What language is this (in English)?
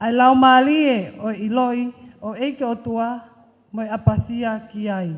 Tongan